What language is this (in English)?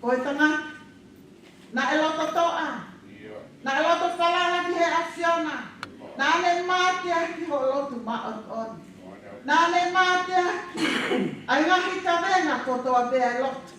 Tongan